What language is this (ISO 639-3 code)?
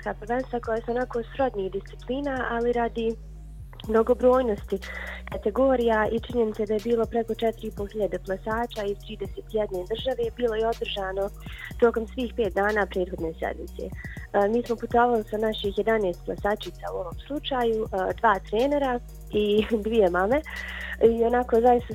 bos